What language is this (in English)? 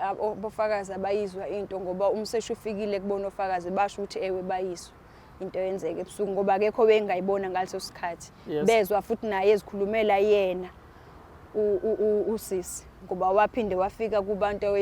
Zulu